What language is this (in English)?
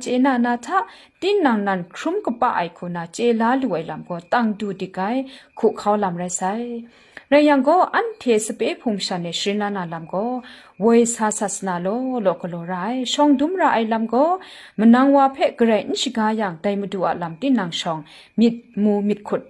Kachin